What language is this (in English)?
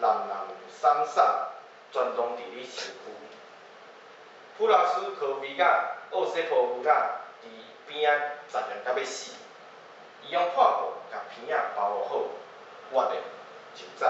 Min Nan Chinese